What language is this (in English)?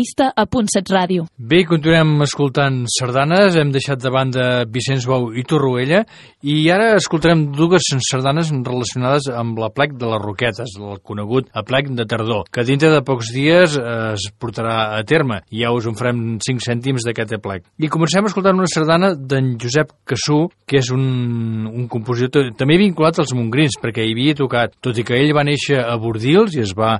Catalan